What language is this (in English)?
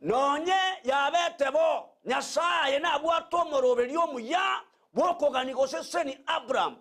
Gusii